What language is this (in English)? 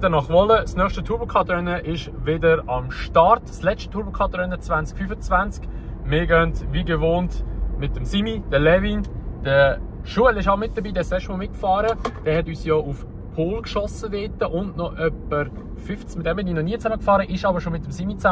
Swiss German